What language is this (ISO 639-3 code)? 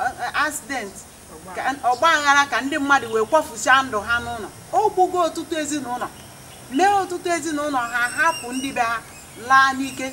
ibo